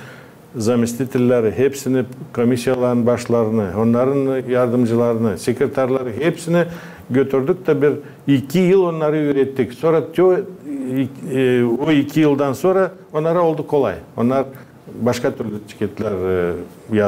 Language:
Gagauz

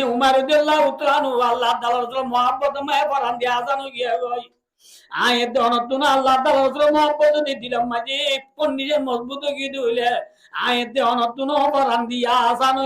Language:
Rohingya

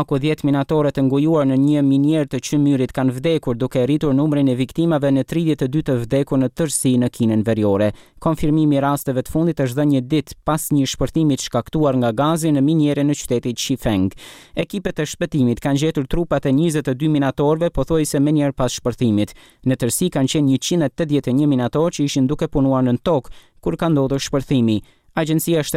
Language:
Albanian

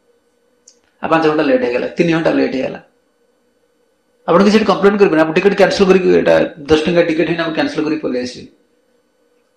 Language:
Odia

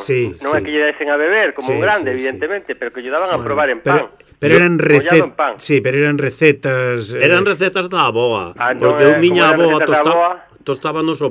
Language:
Galician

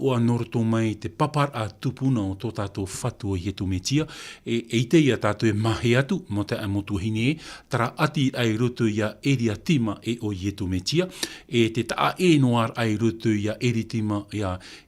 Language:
Tahitian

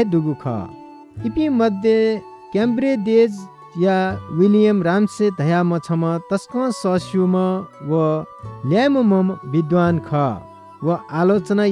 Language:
Newari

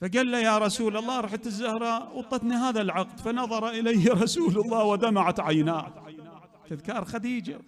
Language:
Mesopotamian Arabic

